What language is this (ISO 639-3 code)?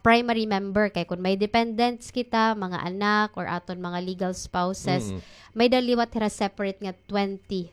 war